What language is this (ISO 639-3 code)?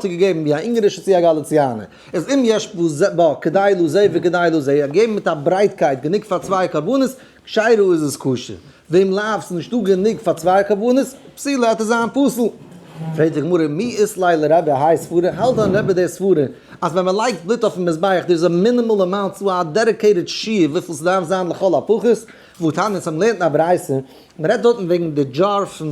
yid